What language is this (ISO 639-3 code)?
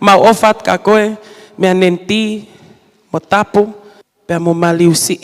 ton